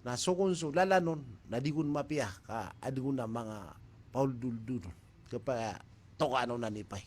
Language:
Maranao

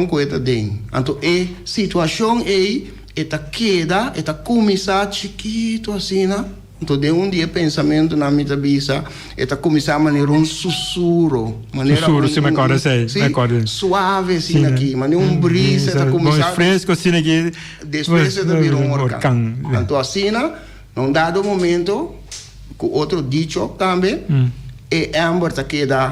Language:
Papiamento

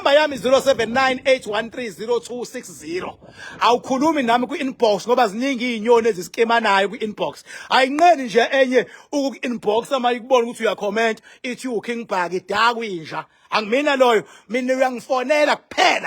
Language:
Zulu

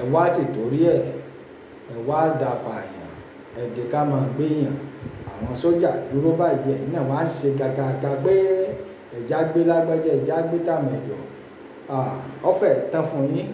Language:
Yoruba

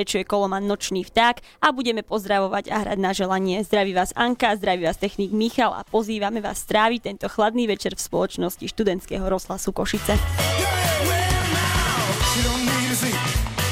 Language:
Slovak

